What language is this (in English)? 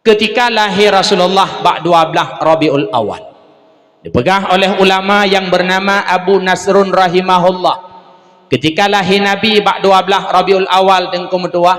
Achinese